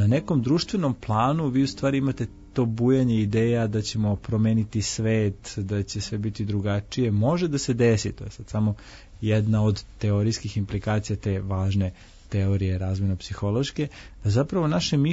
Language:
Serbian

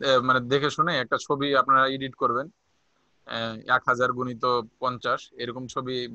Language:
Bangla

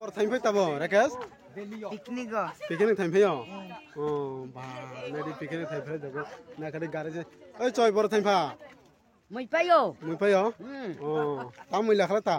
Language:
Kok Borok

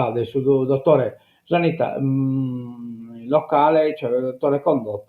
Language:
Sardinian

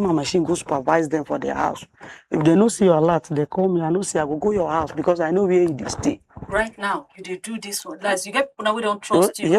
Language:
Nigerian Pidgin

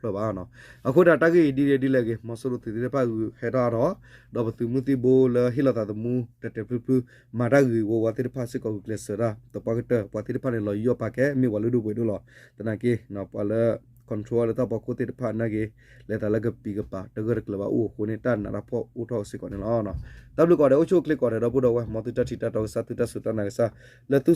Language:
S'gaw Karen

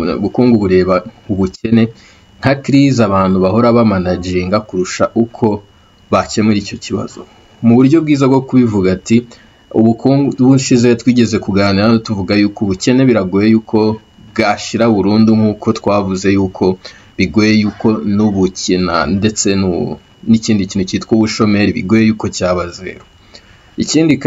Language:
Kinyarwanda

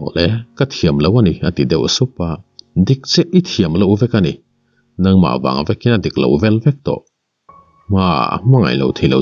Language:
Mizo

